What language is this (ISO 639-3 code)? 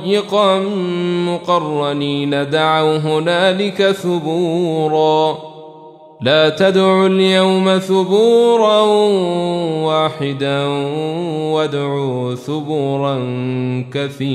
ara